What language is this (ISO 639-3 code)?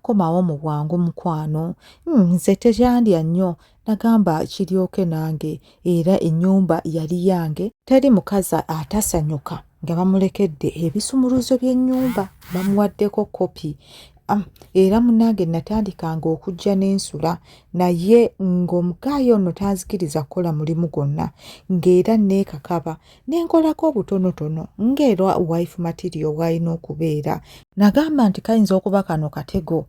lug